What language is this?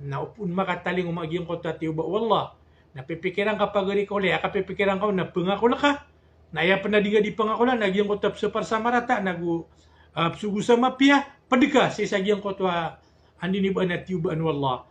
Maranao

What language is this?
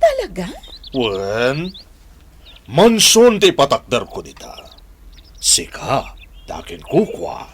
Iloko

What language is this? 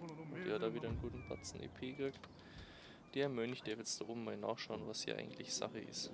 Bavarian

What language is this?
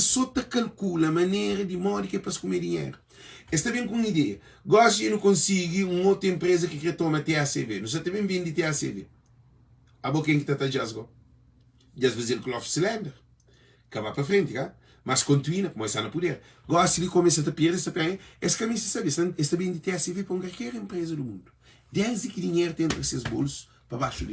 Kabuverdianu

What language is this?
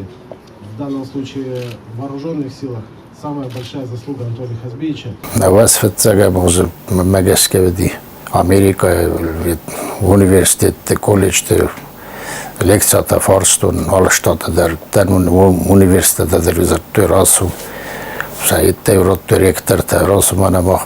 Ossetic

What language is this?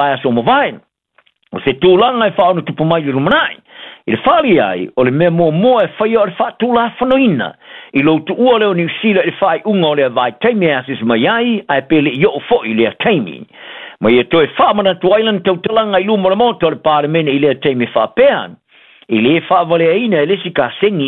Samoan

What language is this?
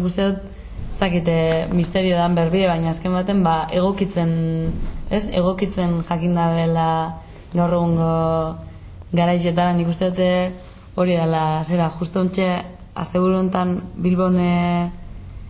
Basque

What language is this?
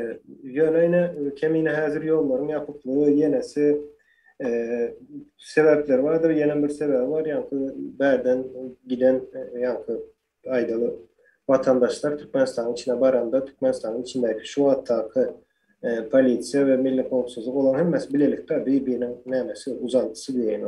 Turkmen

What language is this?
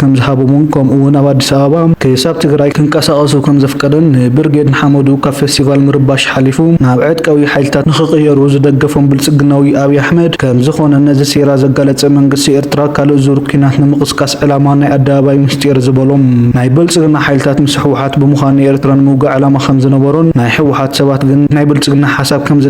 Tigrinya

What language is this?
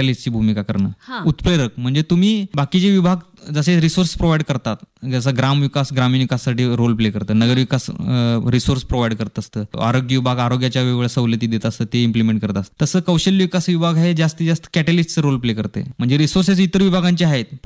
Marathi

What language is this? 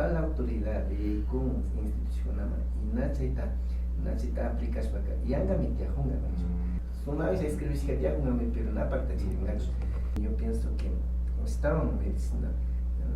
Imbabura Highland Quichua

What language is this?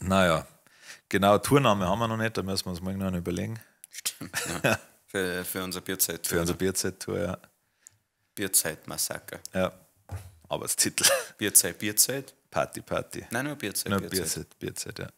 Bavarian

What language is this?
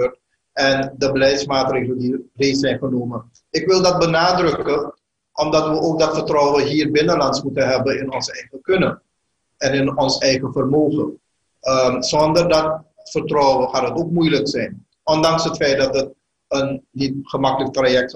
Dutch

